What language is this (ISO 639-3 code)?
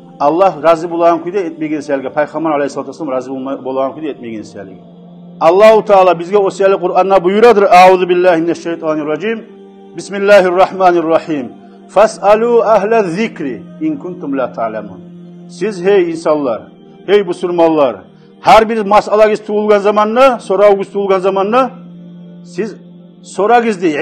kum